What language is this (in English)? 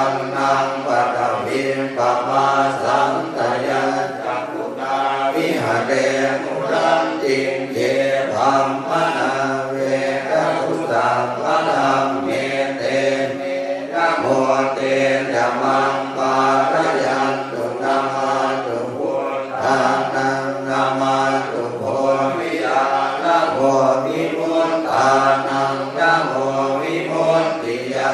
Pali